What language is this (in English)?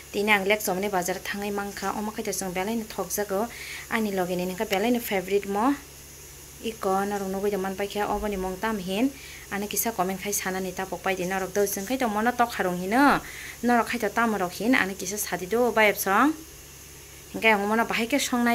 Kok Borok